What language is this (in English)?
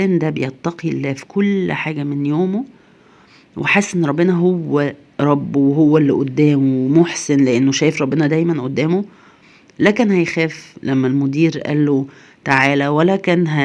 Egyptian Arabic